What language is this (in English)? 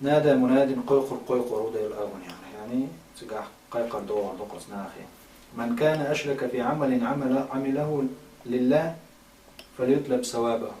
Chechen